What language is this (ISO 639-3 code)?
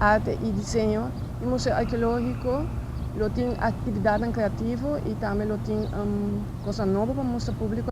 pap